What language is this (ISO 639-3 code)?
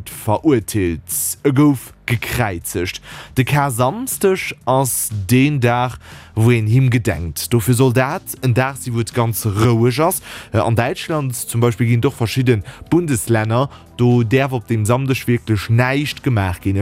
ltz